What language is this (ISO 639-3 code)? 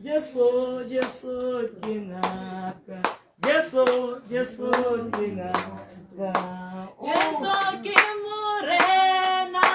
tsn